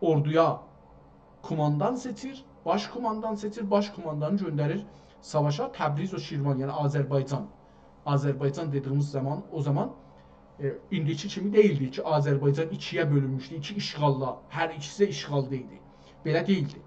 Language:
South Azerbaijani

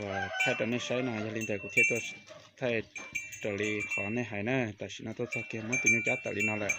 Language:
Hmong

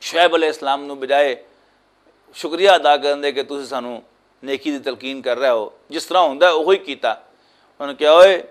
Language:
Western Panjabi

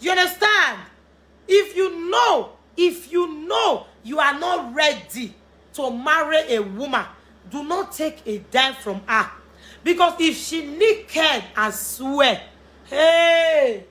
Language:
Nigerian Pidgin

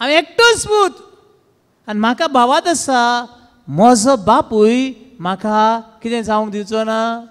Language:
Konkani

